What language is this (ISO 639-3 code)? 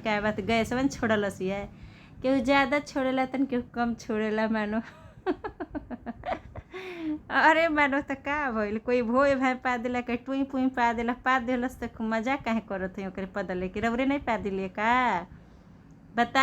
bho